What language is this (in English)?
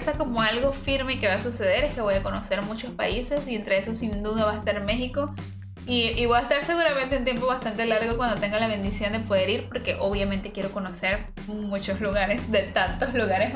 Spanish